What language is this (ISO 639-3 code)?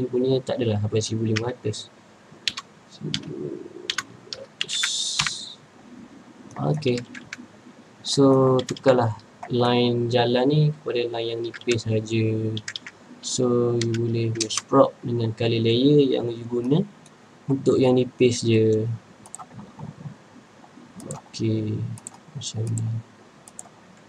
msa